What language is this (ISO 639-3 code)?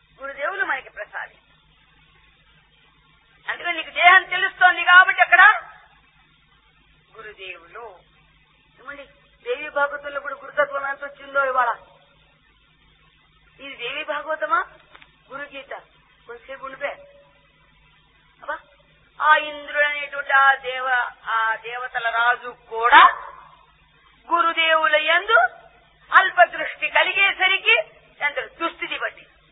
tel